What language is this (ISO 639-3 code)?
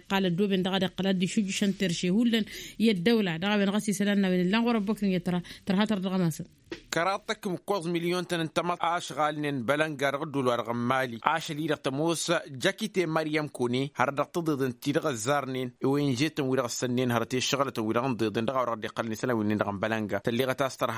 taq